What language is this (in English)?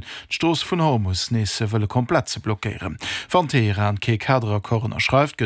Luxembourgish